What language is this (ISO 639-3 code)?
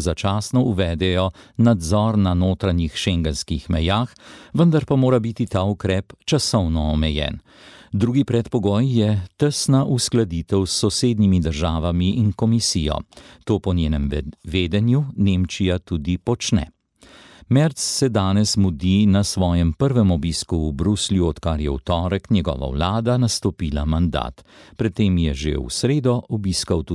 slv